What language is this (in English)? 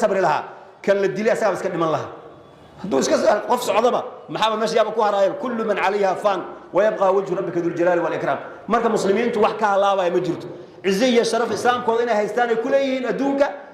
Somali